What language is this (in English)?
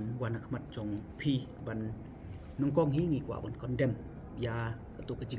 Khasi